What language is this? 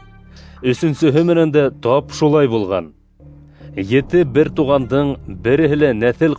Bashkir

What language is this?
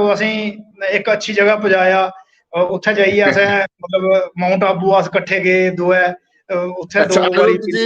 Dogri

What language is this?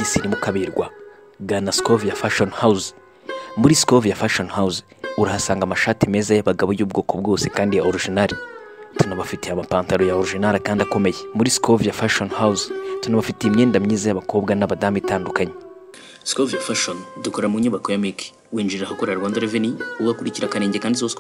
Kinyarwanda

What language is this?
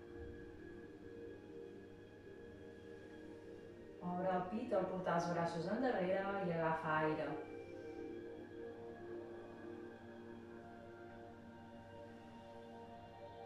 Catalan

